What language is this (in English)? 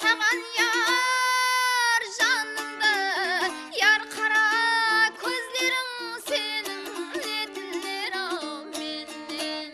Kara-Kalpak